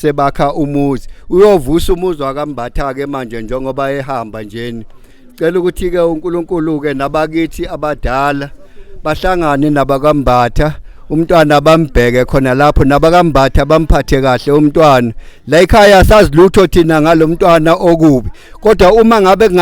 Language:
Zulu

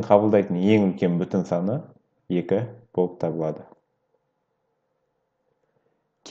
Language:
Kazakh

